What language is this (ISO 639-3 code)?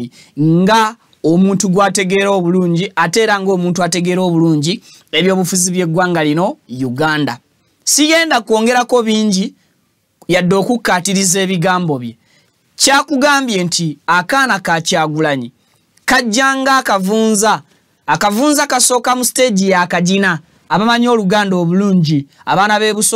lug